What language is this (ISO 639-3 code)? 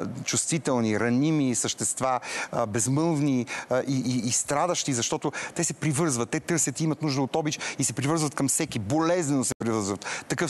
bul